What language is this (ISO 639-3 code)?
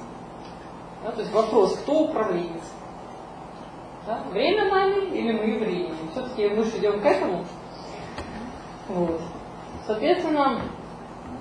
rus